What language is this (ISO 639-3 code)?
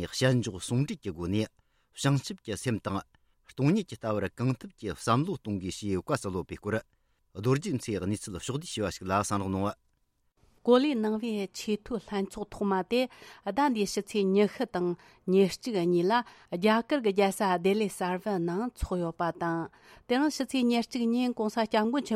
bod